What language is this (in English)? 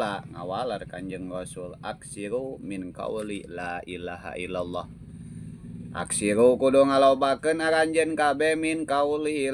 Sundanese